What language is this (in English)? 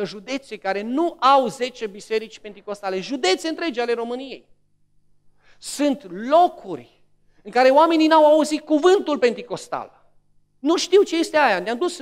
Romanian